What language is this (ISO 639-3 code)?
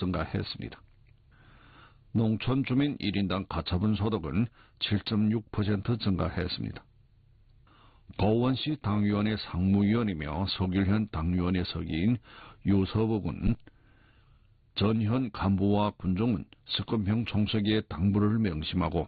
kor